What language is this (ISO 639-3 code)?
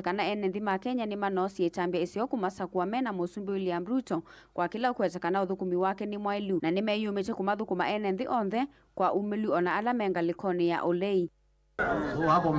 kam